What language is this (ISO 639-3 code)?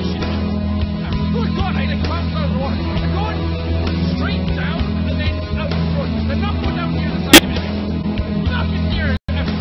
eng